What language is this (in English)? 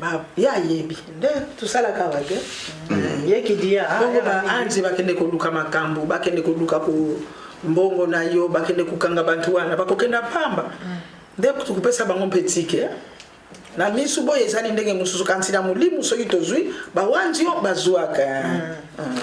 Lingala